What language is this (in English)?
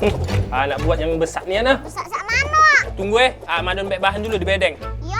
Musi